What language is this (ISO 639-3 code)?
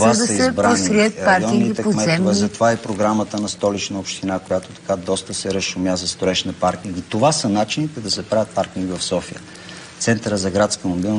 bul